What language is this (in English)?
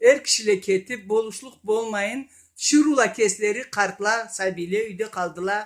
Karachay-Balkar